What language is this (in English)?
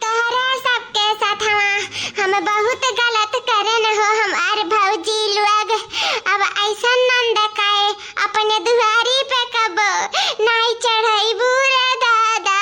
Awadhi